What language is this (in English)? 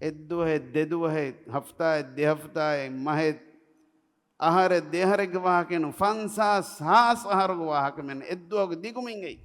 Divehi